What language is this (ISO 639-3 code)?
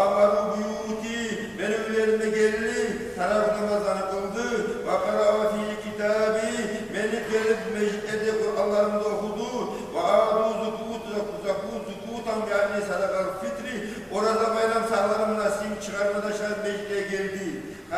kum